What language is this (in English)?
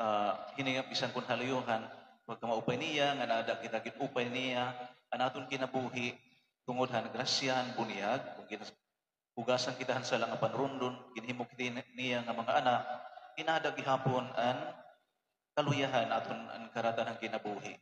Waray